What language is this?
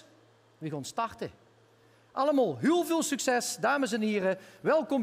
Limburgish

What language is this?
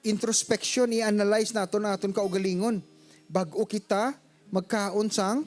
Hiligaynon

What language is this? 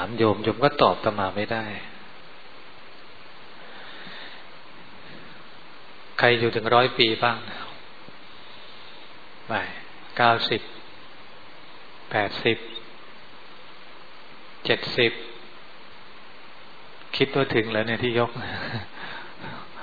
Thai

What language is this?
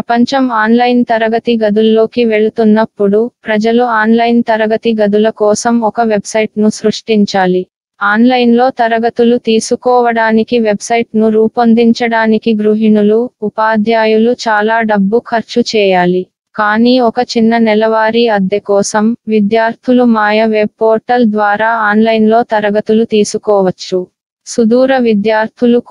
Telugu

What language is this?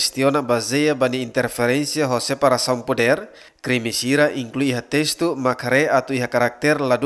Tetum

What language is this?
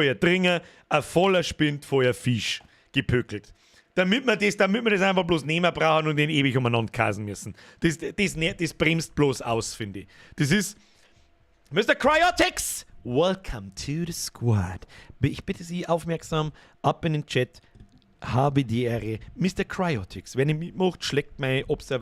Bavarian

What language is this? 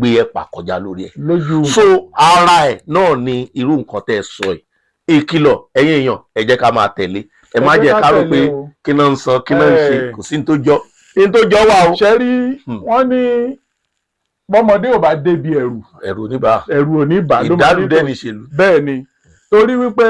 Yoruba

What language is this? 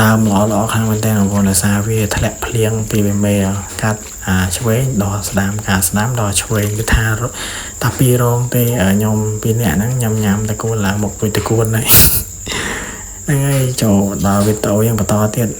Khmer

